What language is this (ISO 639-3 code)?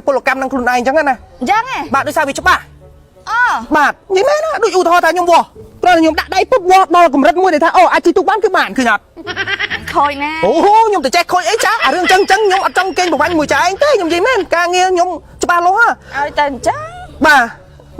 khm